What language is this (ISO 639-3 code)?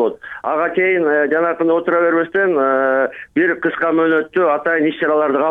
kir